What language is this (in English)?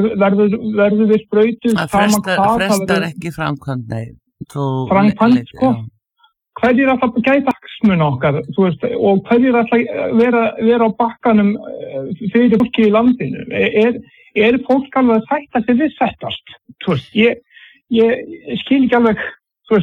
Icelandic